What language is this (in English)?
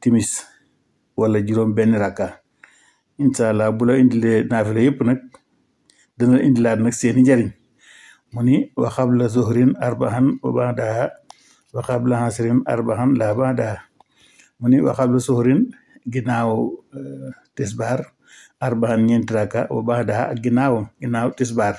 Wolof